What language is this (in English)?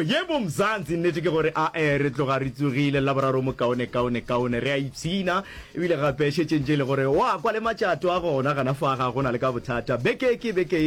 Northern Sotho